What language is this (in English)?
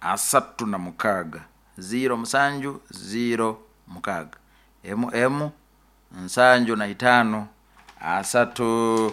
Nyoro